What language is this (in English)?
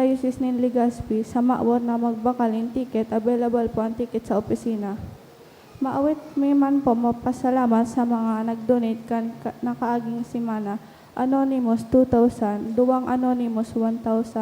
Bikol